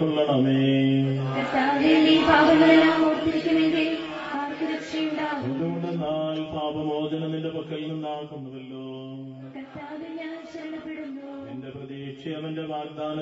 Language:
Malayalam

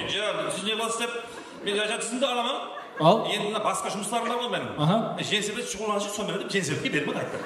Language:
Kara-Kalpak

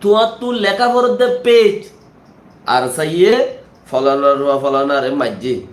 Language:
Rohingya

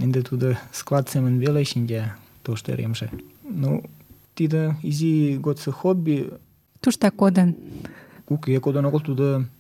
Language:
Mari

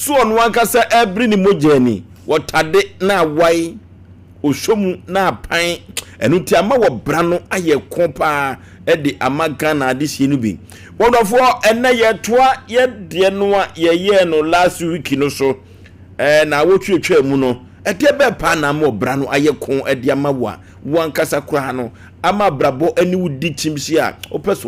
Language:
Akan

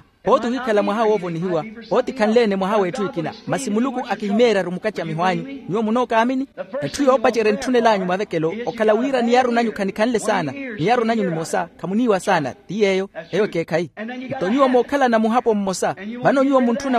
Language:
Makhuwa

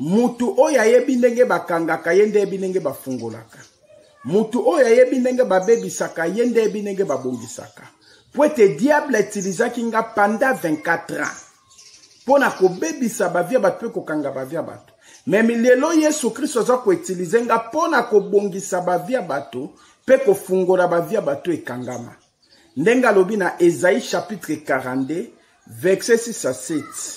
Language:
Lingala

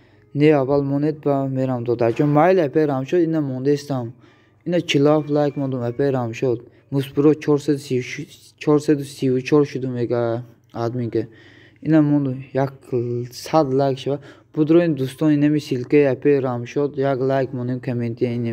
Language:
Tajik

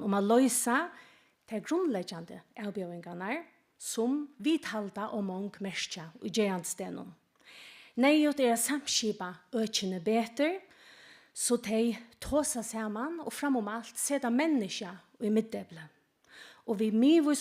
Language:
Faroese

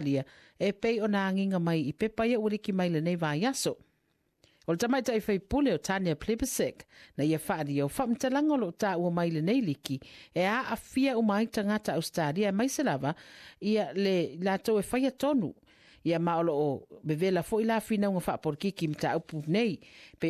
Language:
Samoan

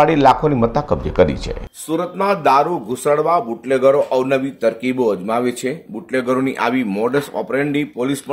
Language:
Gujarati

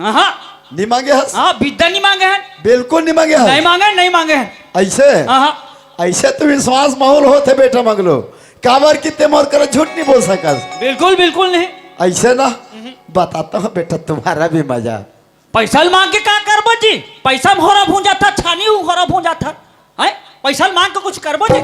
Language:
Chhattisgarhi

